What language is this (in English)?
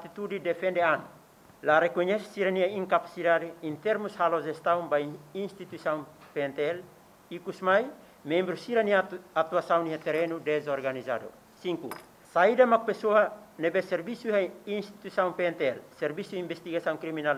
Tetum